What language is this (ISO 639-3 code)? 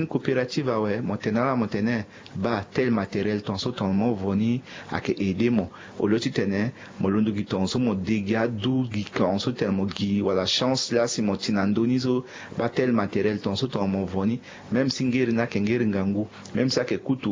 sag